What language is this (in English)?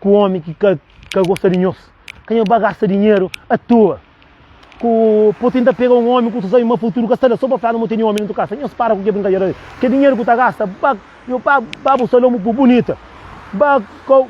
Kabuverdianu